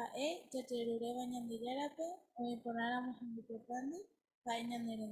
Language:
Guarani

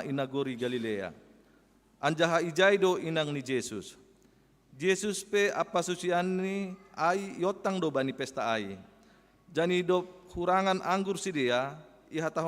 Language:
Batak Simalungun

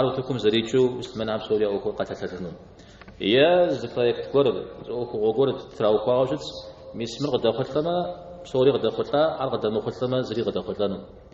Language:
Kabardian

